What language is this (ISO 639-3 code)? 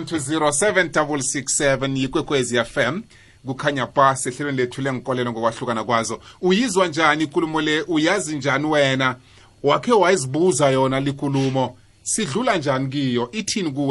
nbl